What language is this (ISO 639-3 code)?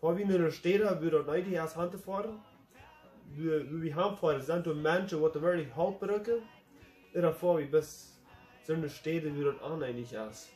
pdt